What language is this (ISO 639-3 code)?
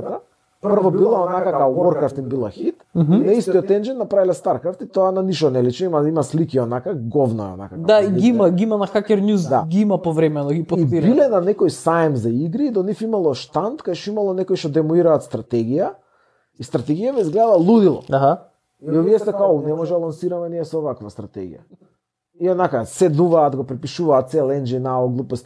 mkd